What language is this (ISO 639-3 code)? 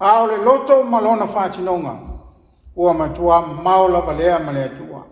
smo